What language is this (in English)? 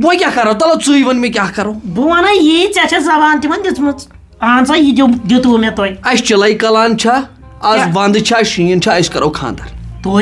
Kashmiri